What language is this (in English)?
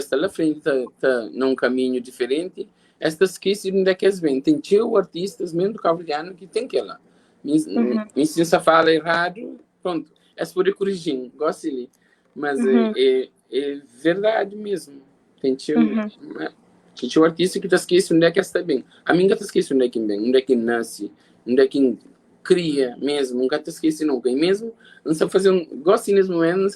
Kabuverdianu